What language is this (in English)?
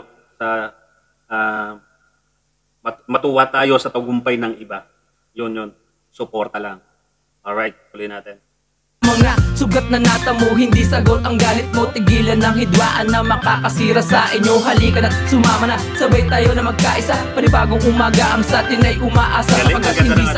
Filipino